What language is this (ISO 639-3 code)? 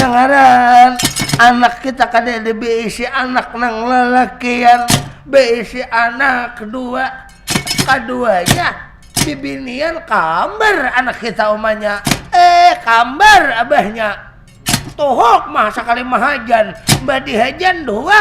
bjn